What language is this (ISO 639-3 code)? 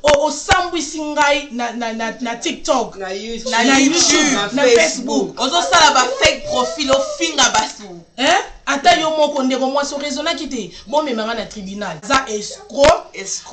lin